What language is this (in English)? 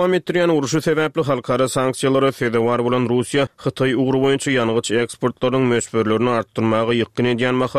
Turkmen